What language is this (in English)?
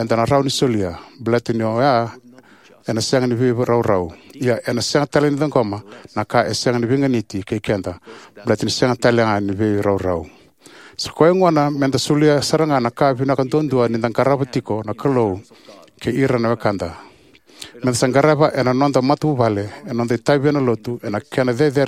Fijian